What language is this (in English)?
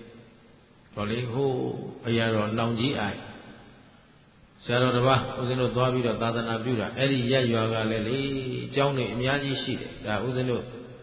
Burmese